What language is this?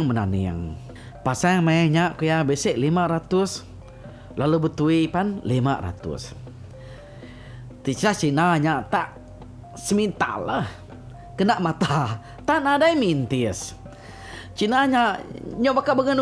Iban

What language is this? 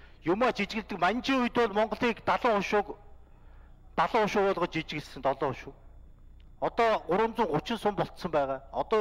Mongolian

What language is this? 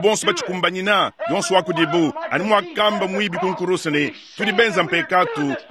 Luba-Lulua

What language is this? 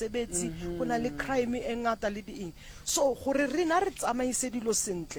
Northern Sotho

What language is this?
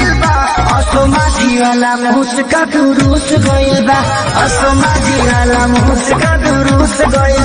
Bhojpuri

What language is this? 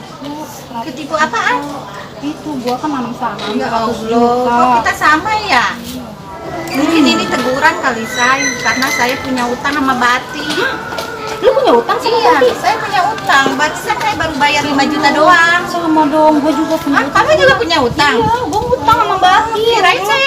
Betawi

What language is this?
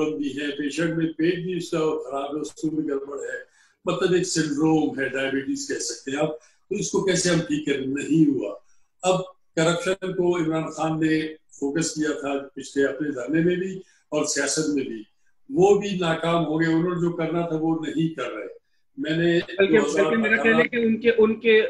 Urdu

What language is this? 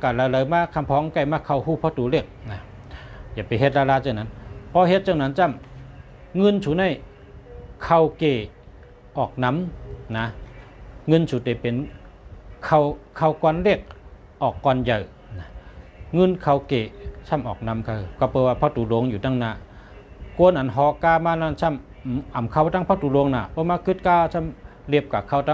Shan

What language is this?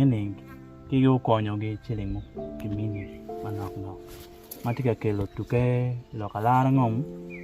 Acoli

